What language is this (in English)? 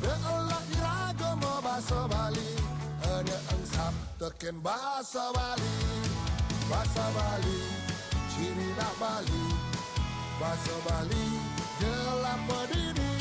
Balinese